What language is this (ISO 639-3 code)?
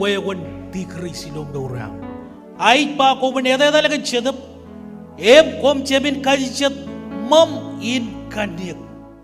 mah